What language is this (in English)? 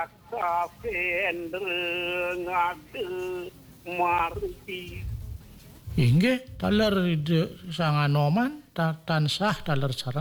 Balinese